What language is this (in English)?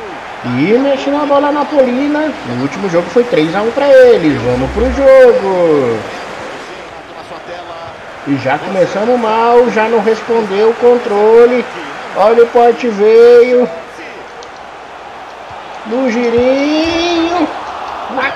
Portuguese